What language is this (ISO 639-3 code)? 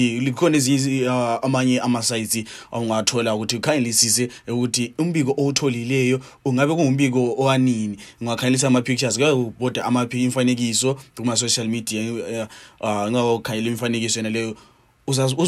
nde